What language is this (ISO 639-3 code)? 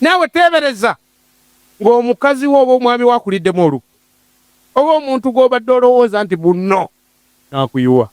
lug